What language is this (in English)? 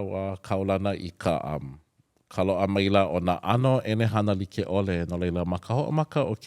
Hawaiian